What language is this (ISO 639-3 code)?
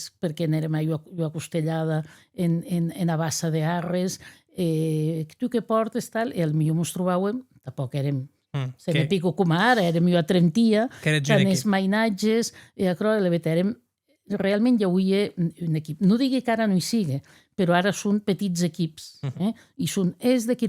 oci